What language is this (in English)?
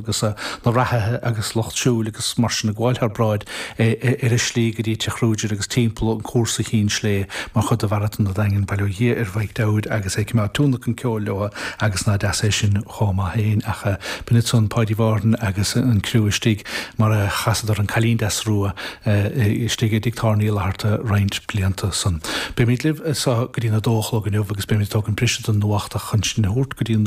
Irish